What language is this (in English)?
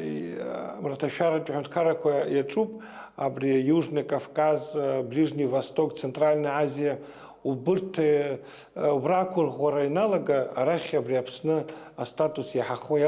Abkhazian